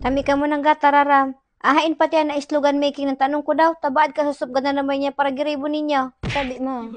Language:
Bikol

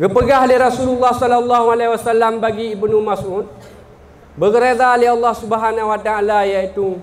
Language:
Achinese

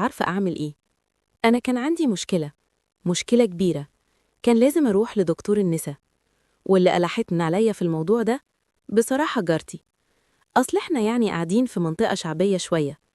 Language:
Egyptian Arabic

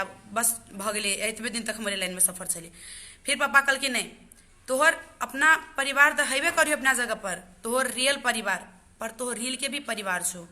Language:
Maithili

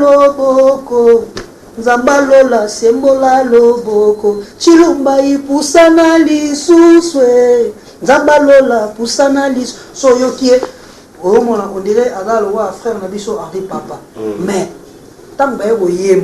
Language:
Lingala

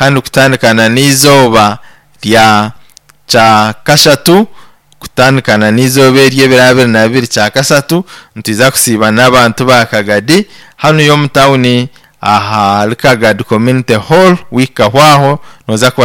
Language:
Nyankole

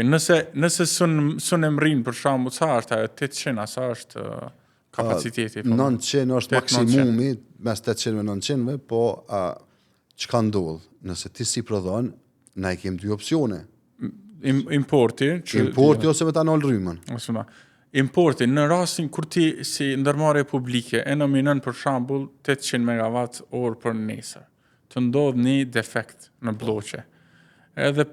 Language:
Albanian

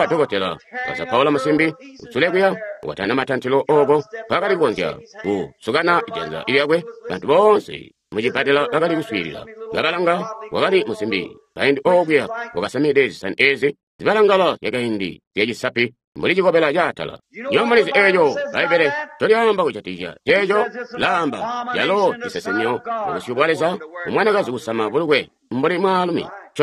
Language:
Tonga (Zambia)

